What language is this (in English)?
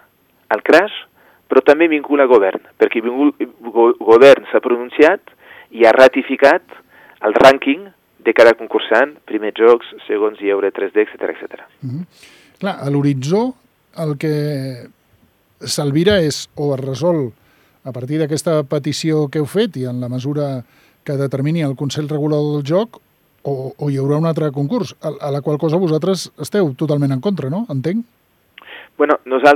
Catalan